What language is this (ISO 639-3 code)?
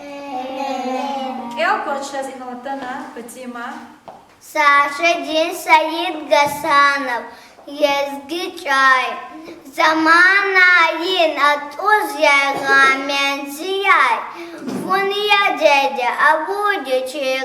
lez